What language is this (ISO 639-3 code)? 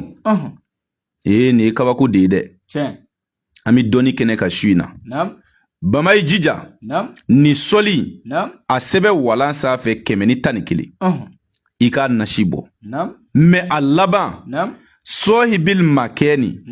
bam